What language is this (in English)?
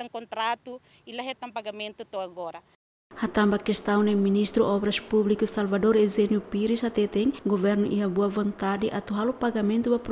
Tetum